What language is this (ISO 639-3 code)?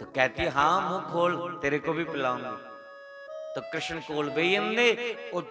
doi